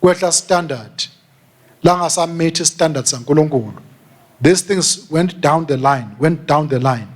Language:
Swati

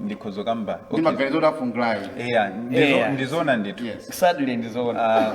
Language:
Nyanja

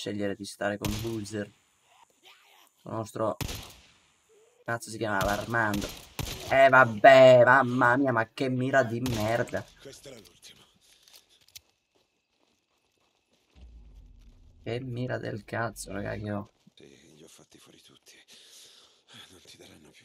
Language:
Italian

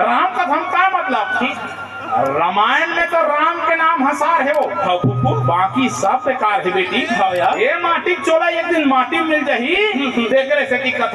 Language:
Chhattisgarhi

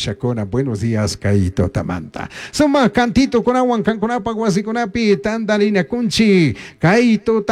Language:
Chimborazo Highland Quichua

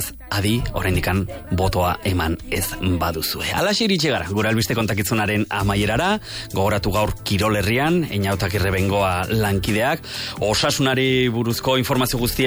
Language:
Basque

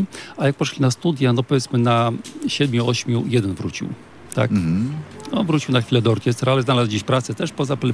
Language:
Polish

